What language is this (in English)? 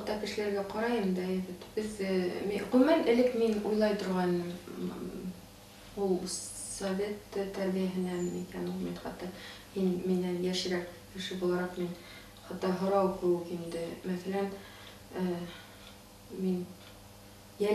Bashkir